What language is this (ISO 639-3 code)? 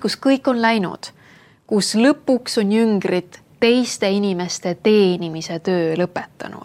est